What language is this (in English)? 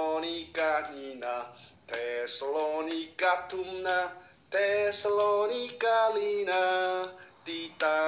Mizo